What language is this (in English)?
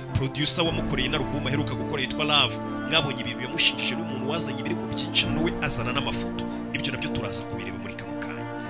Kinyarwanda